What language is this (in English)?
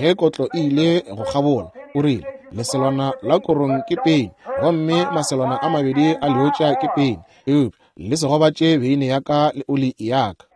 Northern Sotho